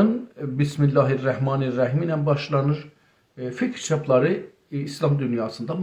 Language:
South Azerbaijani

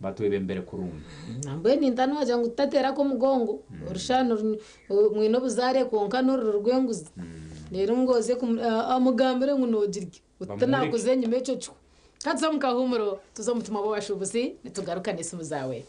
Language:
Nyankole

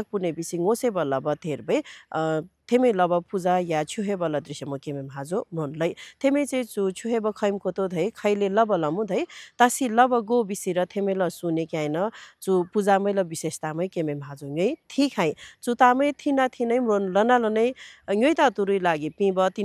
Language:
Nepali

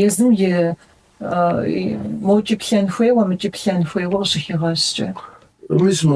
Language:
Kabardian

